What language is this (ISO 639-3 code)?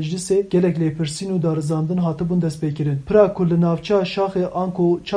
kur